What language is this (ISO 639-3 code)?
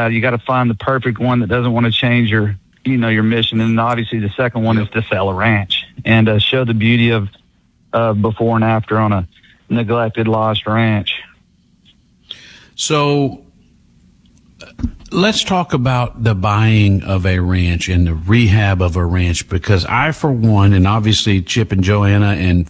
eng